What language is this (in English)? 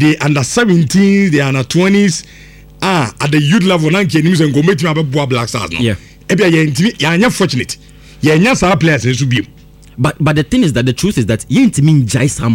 Akan